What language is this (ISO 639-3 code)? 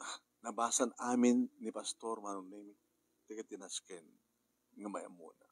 ilo